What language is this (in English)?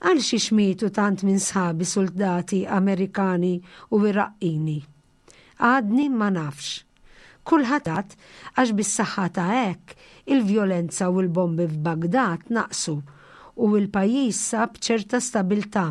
Maltese